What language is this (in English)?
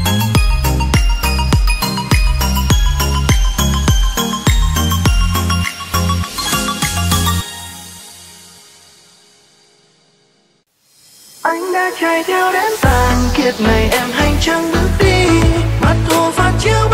Vietnamese